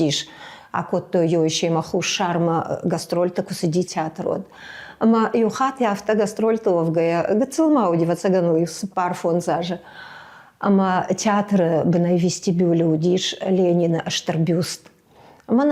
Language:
Ossetic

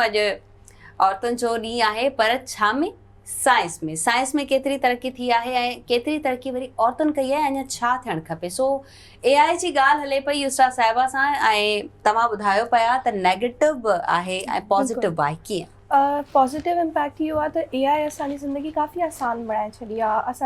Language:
Sindhi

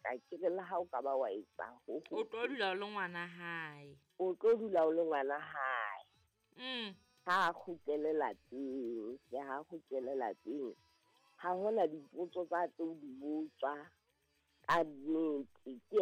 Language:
Southern Sotho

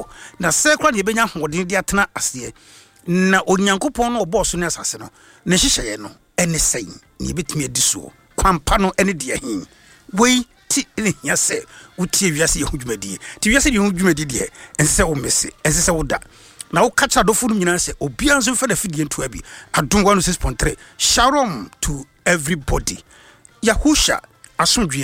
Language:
Akan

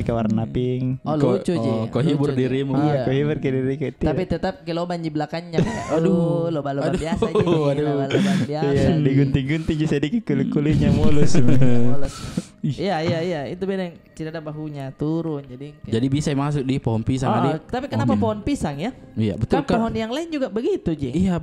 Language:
Makassar Malay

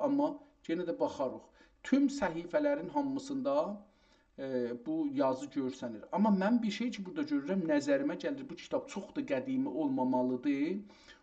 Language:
South Azerbaijani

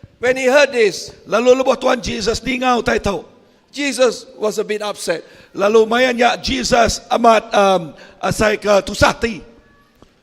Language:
Iban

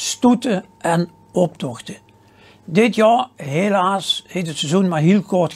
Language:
Limburgish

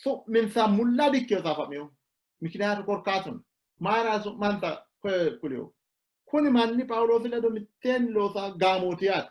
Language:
Sidamo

